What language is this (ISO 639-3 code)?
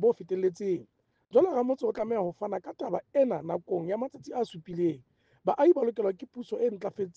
sot